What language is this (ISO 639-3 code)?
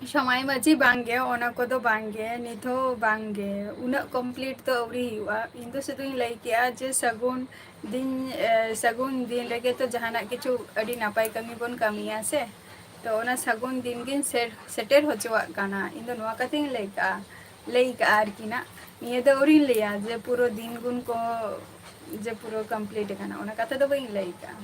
sat